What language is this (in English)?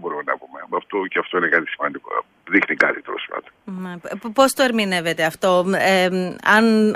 Greek